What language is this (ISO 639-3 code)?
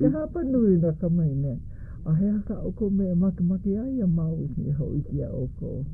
haw